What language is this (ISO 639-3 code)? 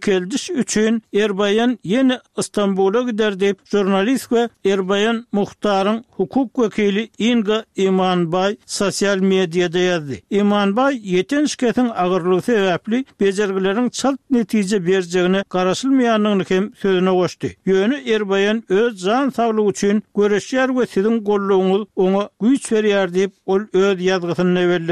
tuk